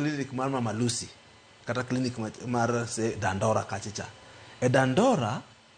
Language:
Luo (Kenya and Tanzania)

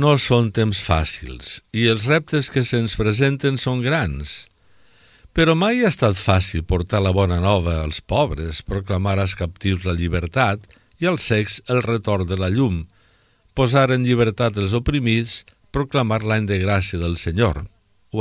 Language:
Catalan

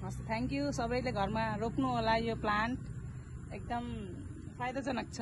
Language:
Nepali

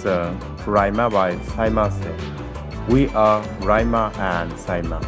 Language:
Kok Borok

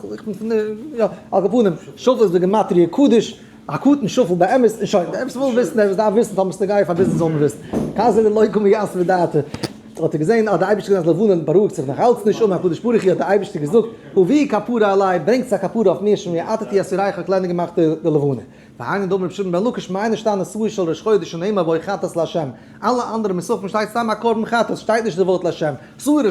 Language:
Yiddish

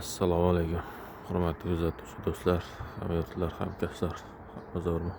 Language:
Uzbek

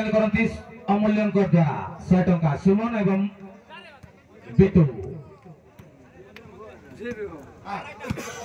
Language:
Hindi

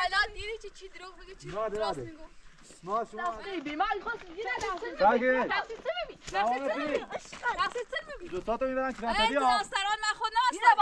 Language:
Persian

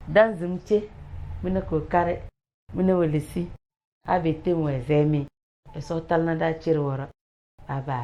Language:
Tem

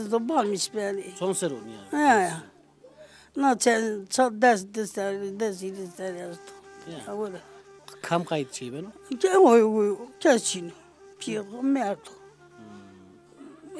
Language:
Zaza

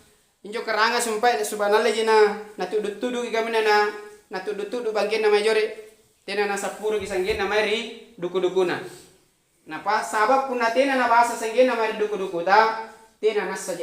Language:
Makasar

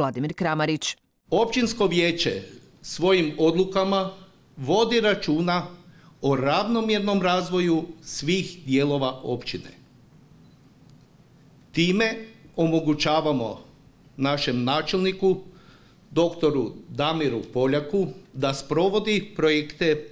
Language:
Croatian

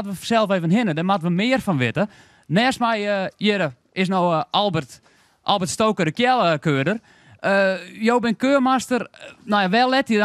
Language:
Western Frisian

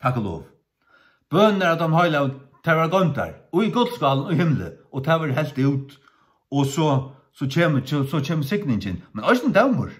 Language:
Faroese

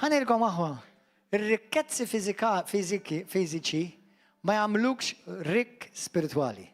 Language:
Maltese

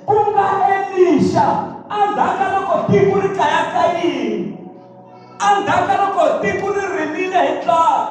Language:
Tsonga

